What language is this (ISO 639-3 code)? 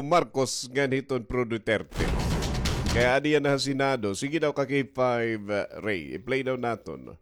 war